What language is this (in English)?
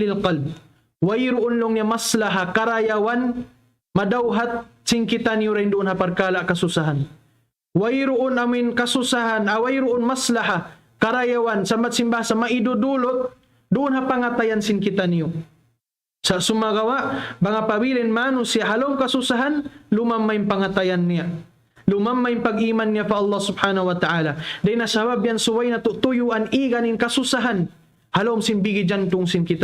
Tausug